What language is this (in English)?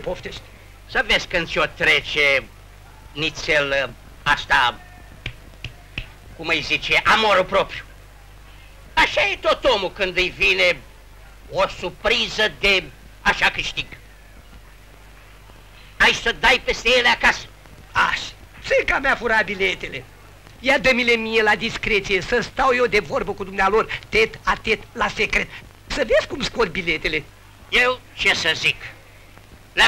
Romanian